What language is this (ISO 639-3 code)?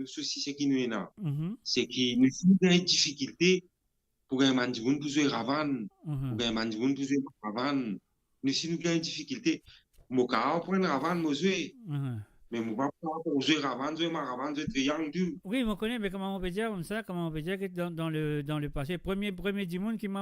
mfe